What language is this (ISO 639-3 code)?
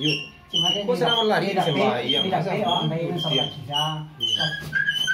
min